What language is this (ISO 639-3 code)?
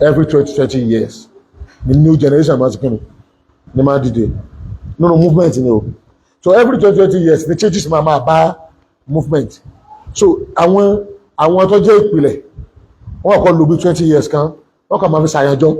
yor